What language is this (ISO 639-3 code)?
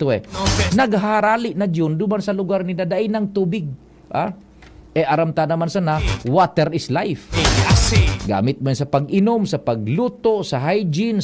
bik